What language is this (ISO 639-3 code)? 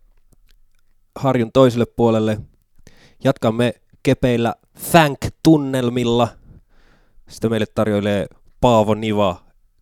fin